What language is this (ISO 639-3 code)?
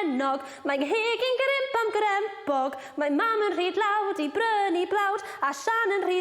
cym